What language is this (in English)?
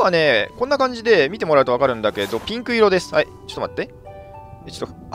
Japanese